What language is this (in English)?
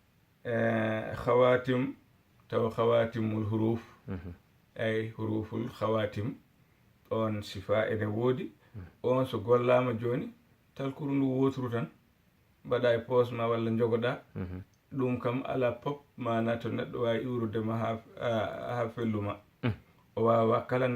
Fula